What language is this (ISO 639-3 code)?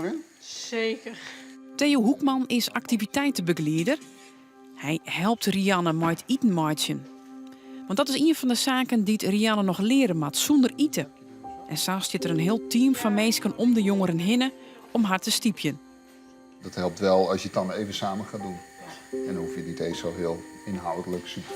fry